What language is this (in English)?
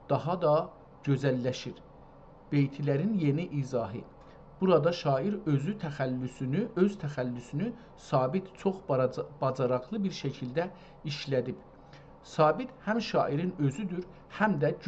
South Azerbaijani